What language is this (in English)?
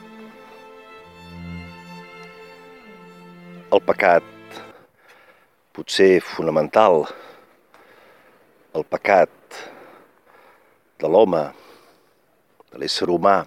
Catalan